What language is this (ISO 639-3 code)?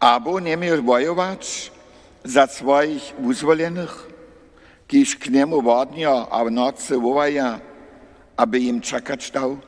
hsb